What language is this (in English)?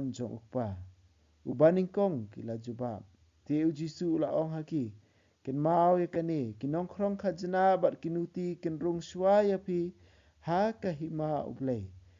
Khasi